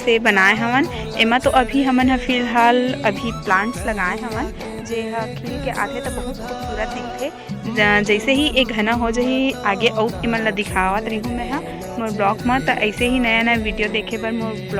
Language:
Chhattisgarhi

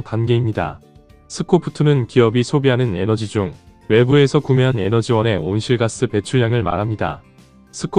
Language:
Korean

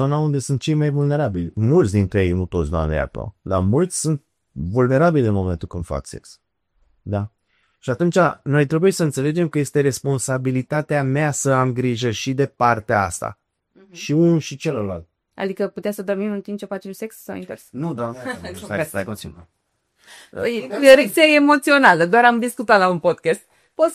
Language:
Romanian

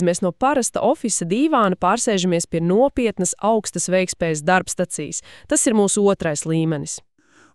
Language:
Latvian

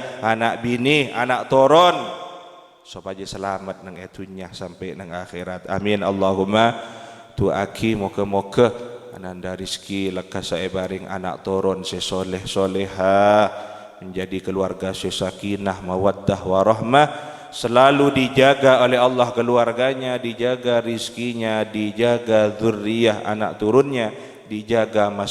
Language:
Madurese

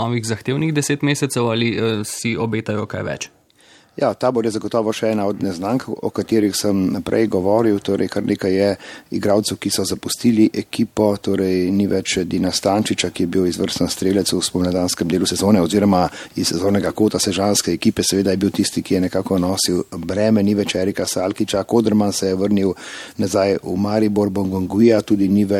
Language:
Slovenian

